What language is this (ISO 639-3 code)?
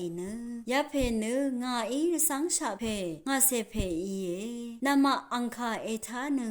raw